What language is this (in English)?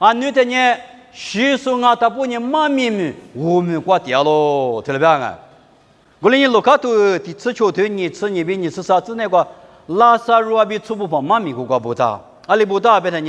Lisu